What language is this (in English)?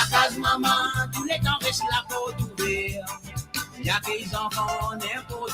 Morisyen